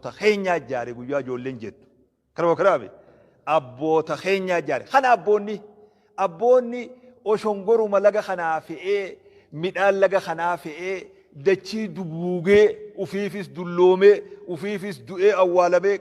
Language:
Oromo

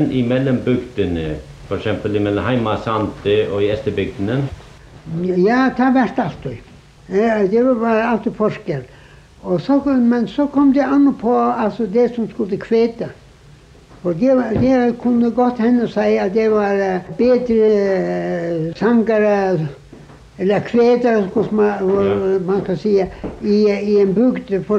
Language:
Faroese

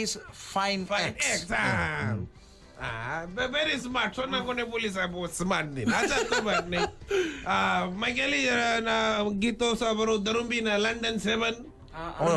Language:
Fijian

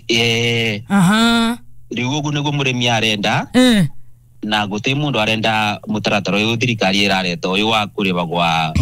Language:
Kikuyu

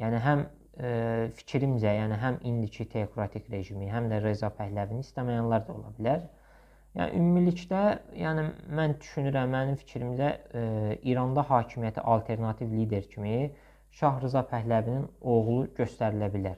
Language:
Azerbaijani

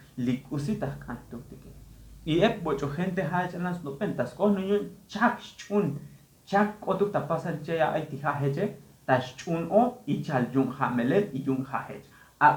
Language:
Tzotzil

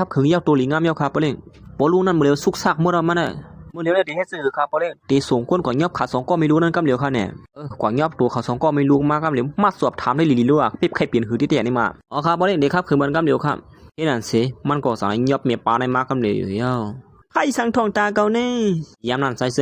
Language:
Shan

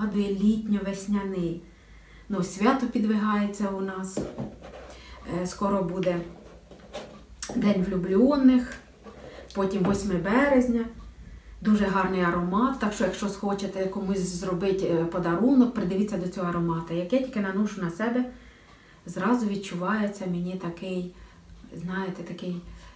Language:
Ukrainian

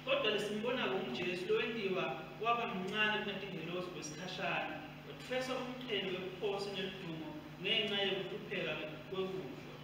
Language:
Swati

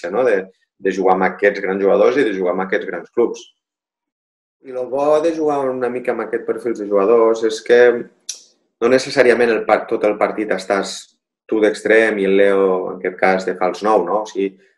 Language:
Catalan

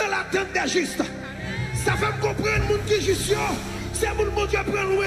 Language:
Haitian Creole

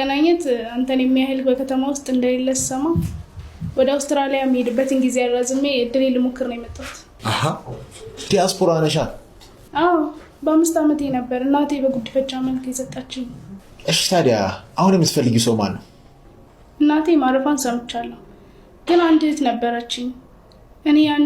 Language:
Amharic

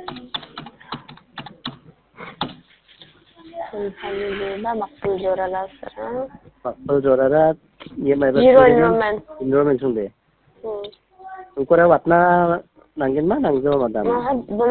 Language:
Khasi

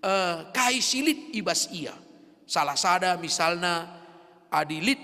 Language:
Batak Karo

